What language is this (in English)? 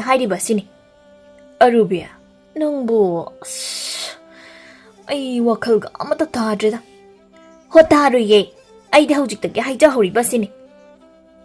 Manipuri